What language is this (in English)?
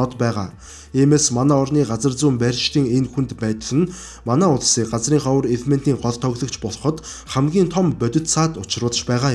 Mongolian